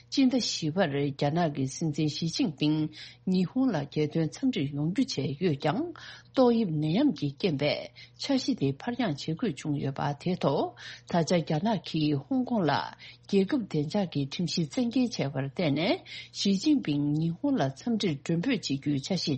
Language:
Tibetan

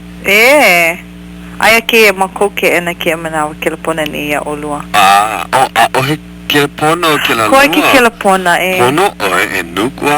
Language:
Hawaiian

